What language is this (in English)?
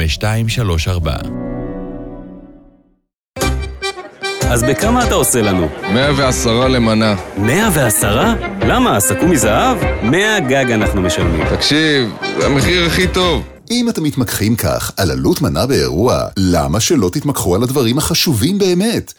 Hebrew